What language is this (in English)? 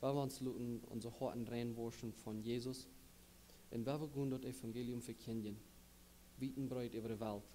Plautdietsch